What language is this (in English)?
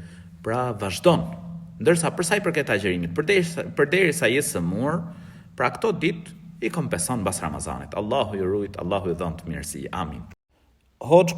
Albanian